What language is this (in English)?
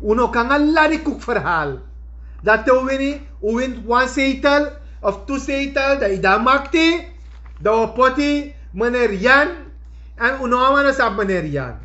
Sranan Tongo